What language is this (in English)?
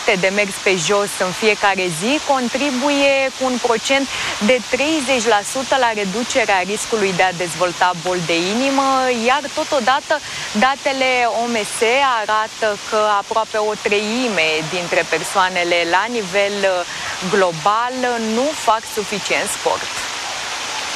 Romanian